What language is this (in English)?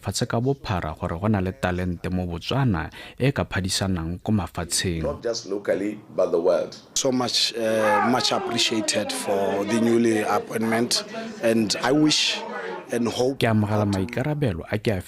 Tswana